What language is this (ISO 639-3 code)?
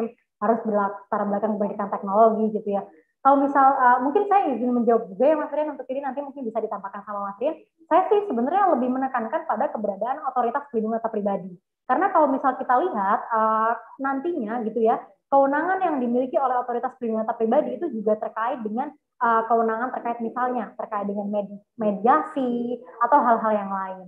ind